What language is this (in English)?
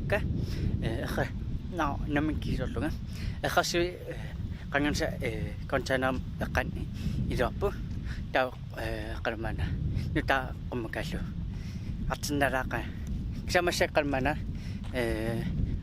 Kalaallisut